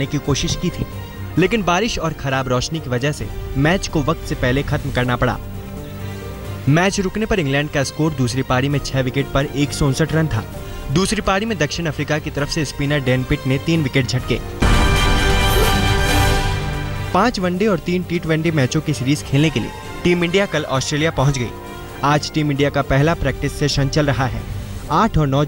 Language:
Hindi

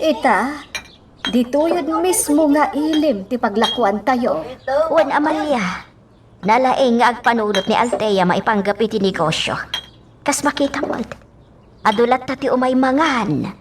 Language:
Iloko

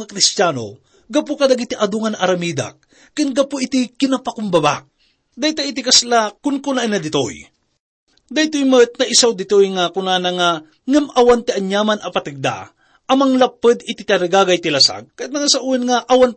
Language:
Iloko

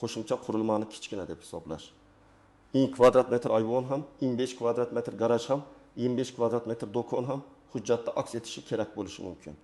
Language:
Uzbek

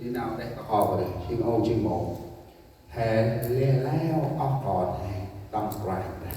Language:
Central Mnong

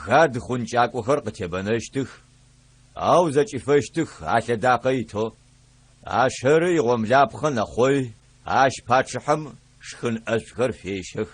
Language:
Adyghe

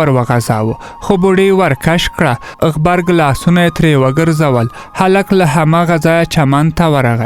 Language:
Pashto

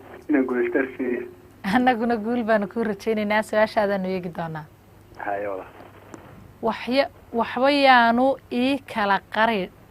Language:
Somali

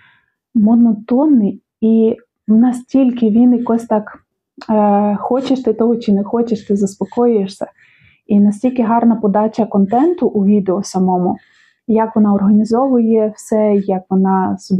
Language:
Ukrainian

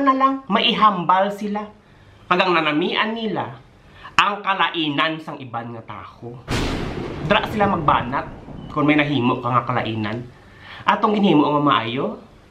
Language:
Hiligaynon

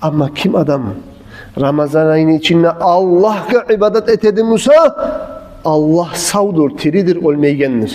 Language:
Kumyk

